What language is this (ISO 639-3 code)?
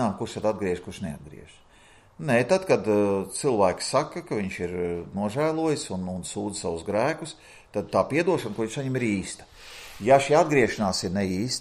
lav